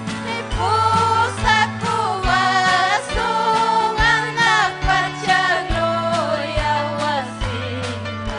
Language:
Ayacucho Quechua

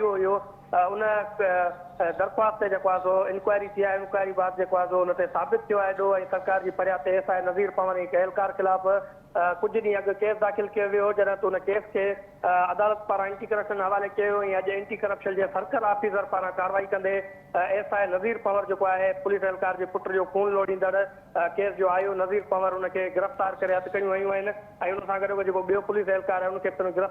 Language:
Sindhi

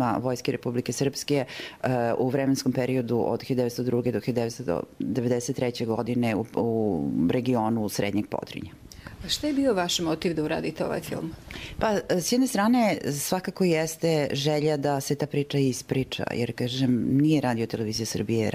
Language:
Bosnian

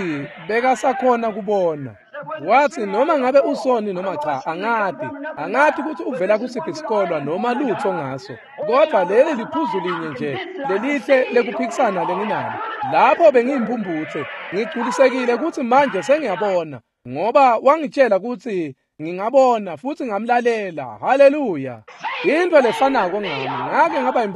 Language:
Swati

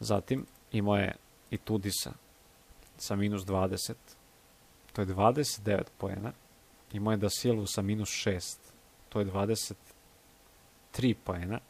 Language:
Serbian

